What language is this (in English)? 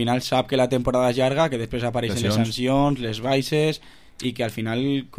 Catalan